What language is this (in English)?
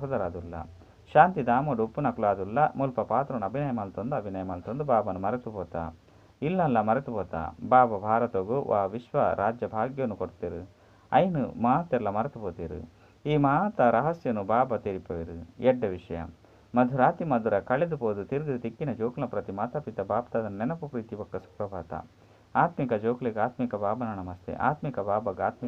Tulu